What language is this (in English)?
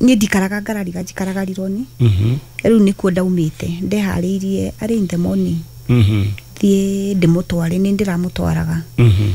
Kikuyu